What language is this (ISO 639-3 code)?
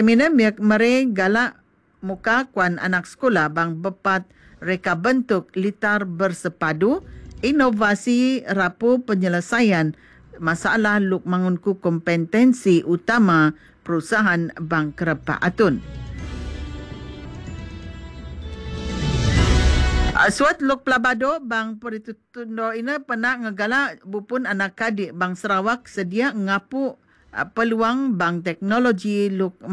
iba